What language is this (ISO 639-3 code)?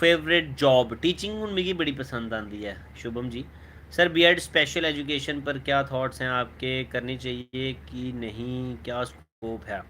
doi